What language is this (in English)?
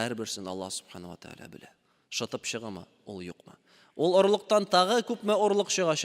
Tatar